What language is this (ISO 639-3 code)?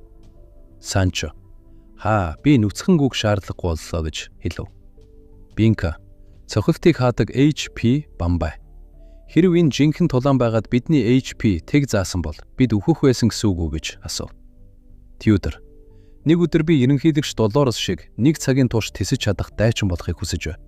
mon